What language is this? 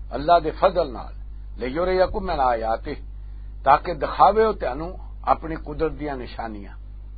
Western Panjabi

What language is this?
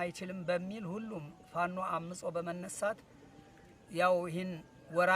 Amharic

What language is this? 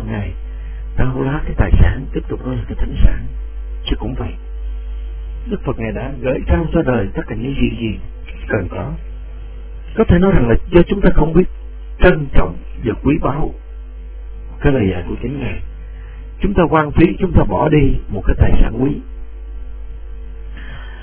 Vietnamese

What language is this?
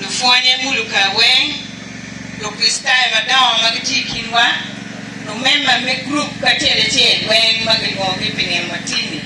Acoli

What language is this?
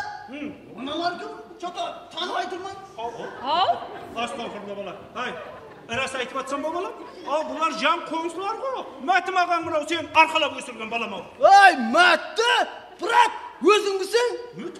Kara-Kalpak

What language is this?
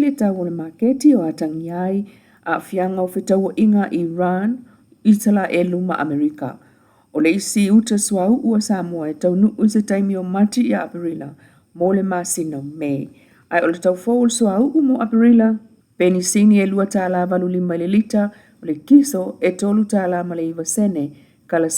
Samoan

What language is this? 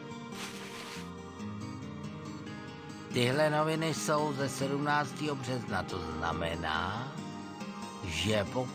Czech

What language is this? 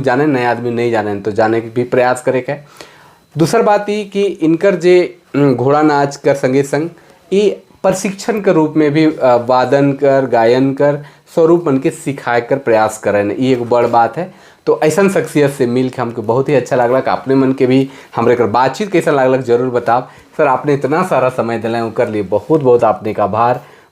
Sadri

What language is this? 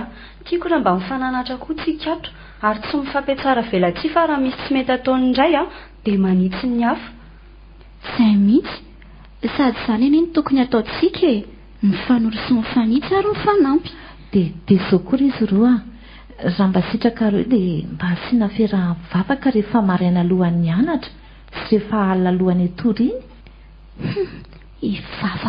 Malagasy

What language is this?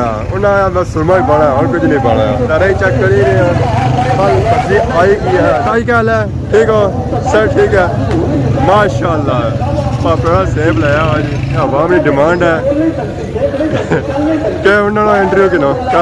Pahari-Potwari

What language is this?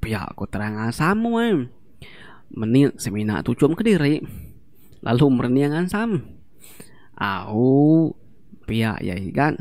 Iban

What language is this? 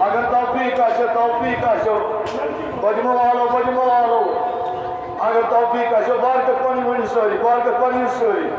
Kashmiri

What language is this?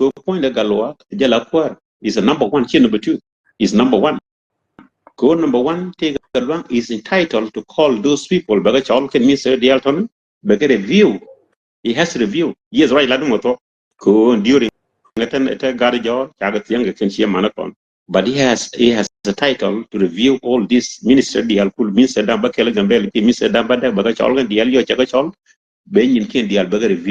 Nuer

